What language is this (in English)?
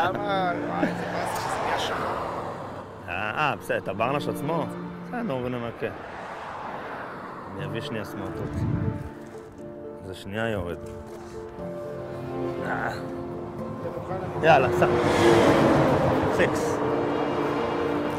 Hebrew